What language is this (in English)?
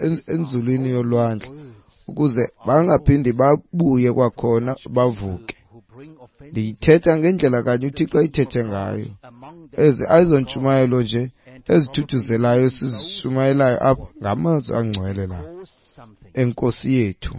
Xhosa